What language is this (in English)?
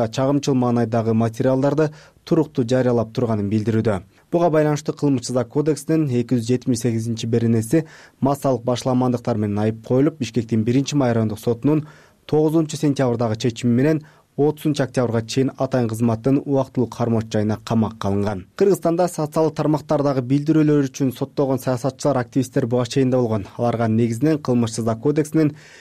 Kyrgyz